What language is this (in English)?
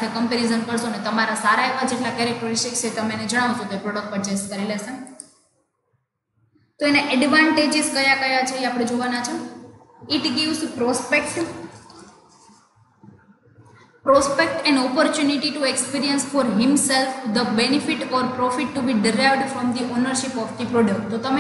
Gujarati